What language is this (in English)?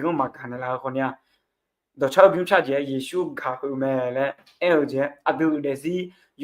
Akha